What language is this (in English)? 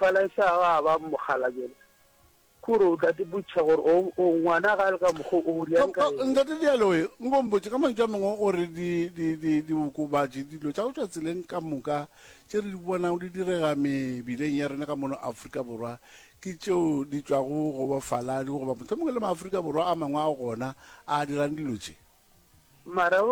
Northern Sotho